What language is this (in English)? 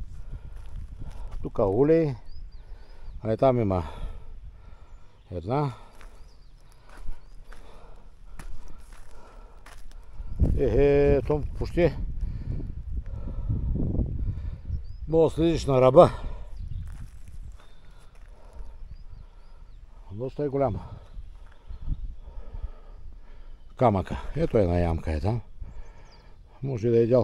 Bulgarian